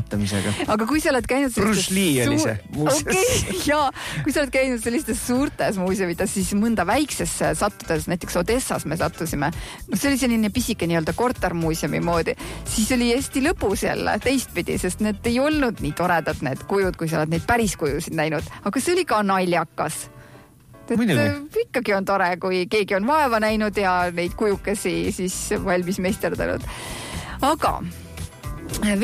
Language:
Estonian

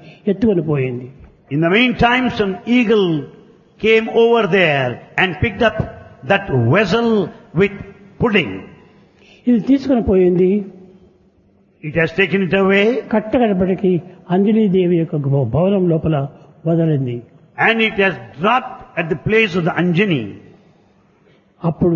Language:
Telugu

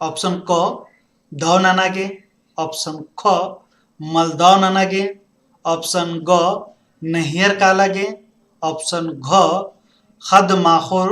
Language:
Kurukh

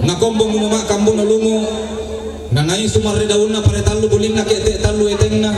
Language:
Toraja-Sa'dan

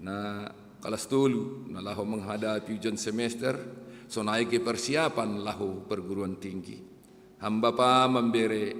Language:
Batak Simalungun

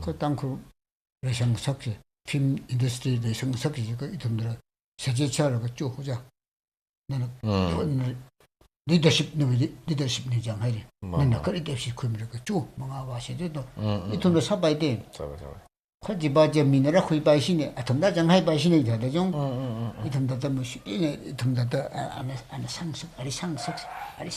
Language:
Tangkhul Naga (India)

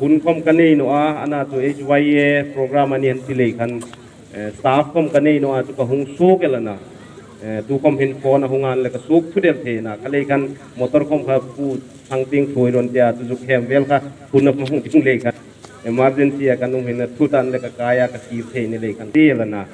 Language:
Hmar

